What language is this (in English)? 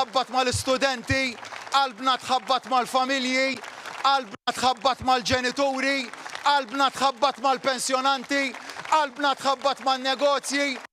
Maltese